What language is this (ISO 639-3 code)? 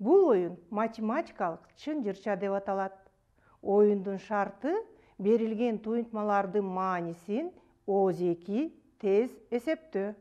kir